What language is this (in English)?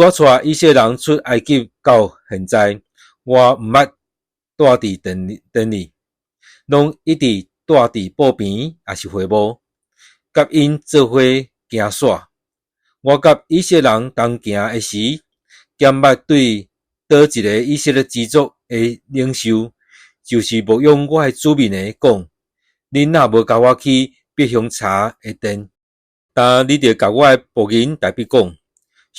Min Nan Chinese